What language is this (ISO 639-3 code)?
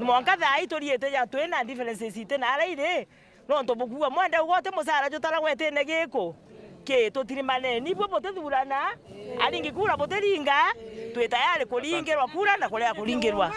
mer